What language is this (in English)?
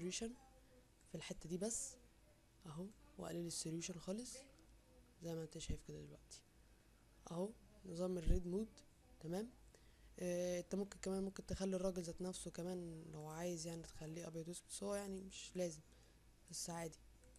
Egyptian Arabic